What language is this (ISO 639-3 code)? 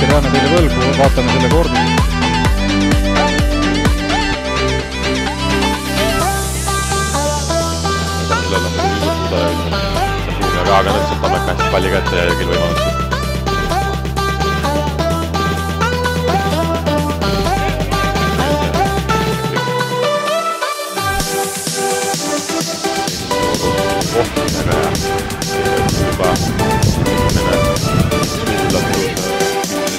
est